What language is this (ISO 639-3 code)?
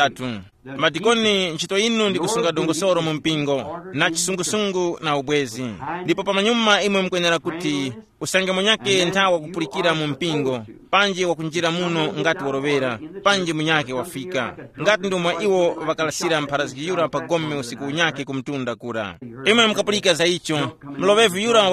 tum